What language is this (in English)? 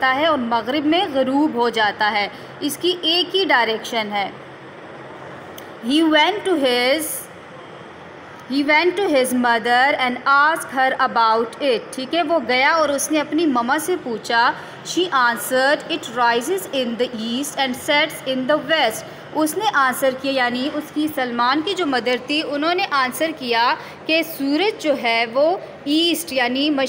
Hindi